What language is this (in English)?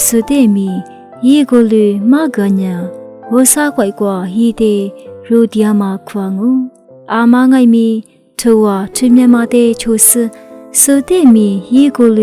Lisu